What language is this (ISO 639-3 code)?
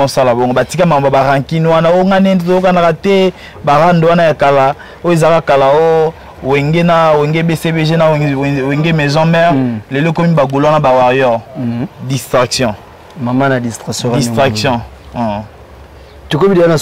lin